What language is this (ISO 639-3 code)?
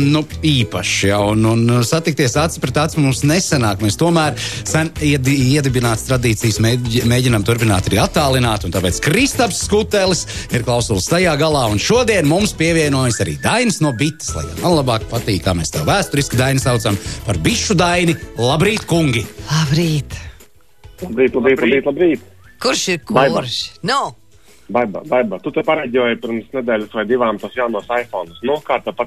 lav